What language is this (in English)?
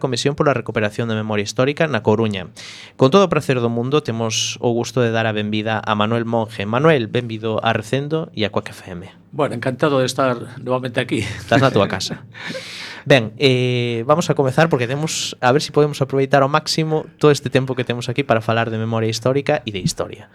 Galician